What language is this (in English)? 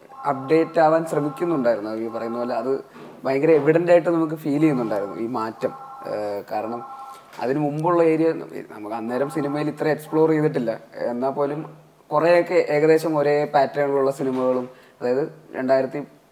Malayalam